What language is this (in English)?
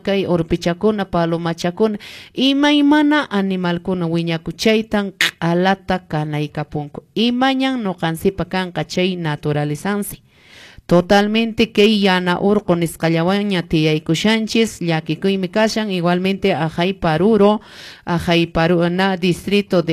Quechua